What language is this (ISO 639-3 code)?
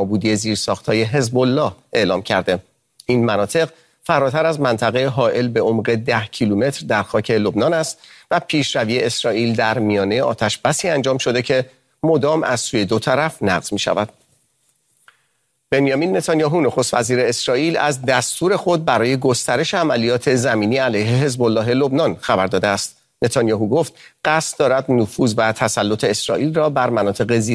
fas